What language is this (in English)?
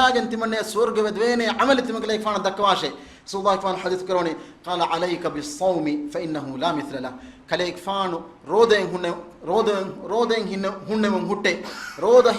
Divehi